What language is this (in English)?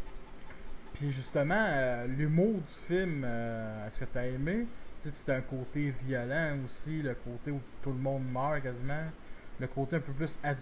French